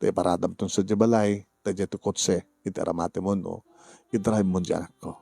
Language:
Iloko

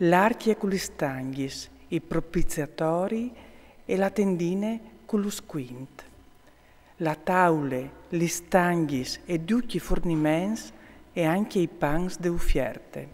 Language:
Friulian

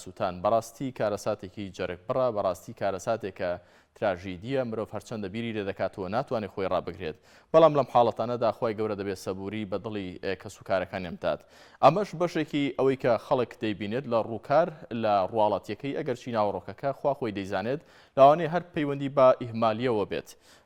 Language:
Central Kurdish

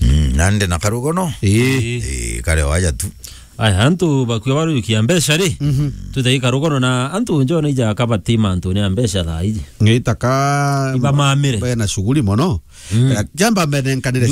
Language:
Meru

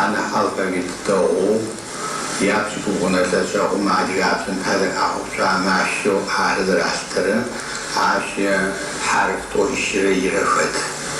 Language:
Adyghe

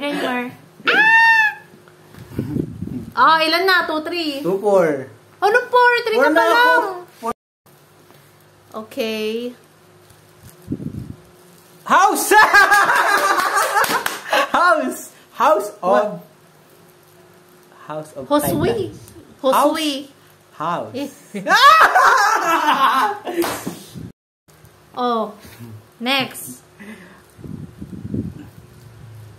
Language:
Filipino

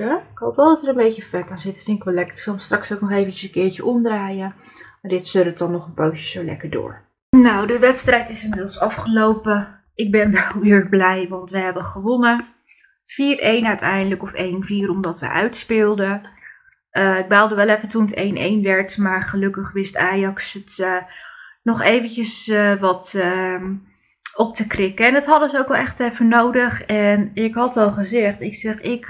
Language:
Dutch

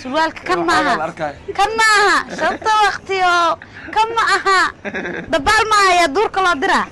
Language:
Somali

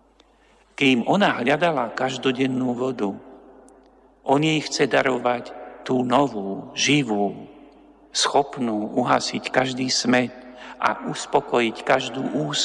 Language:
Slovak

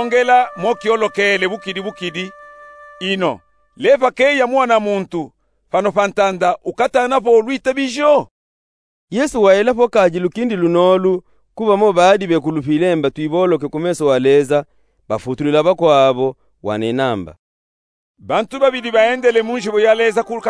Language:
Luba-Katanga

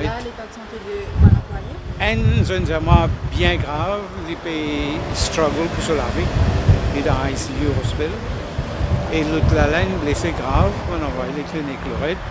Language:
Morisyen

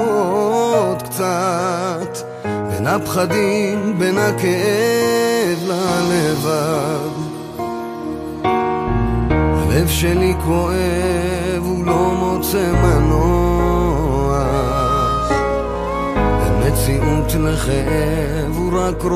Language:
Hebrew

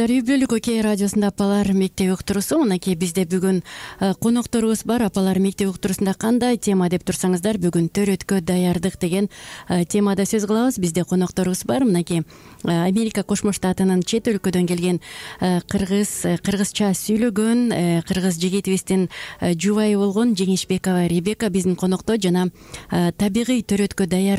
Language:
Kyrgyz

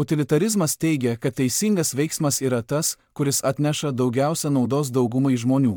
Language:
Lithuanian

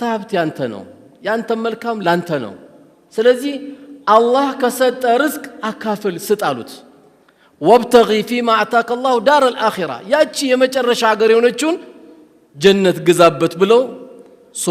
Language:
Amharic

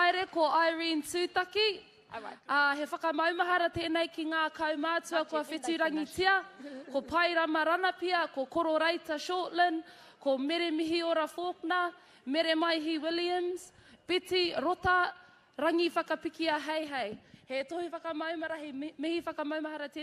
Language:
Māori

